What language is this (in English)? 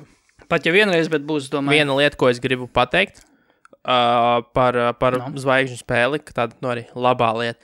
Latvian